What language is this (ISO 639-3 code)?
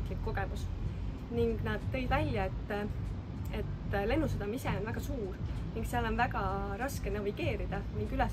est